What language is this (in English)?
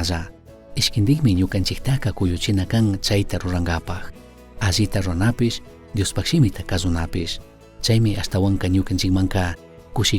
Chimborazo Highland Quichua